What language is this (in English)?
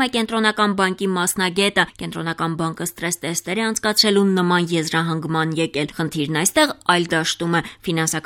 Armenian